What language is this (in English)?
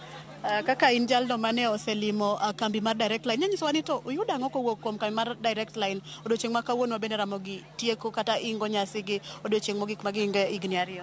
Luo (Kenya and Tanzania)